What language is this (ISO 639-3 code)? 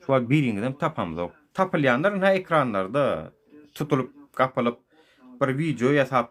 tuk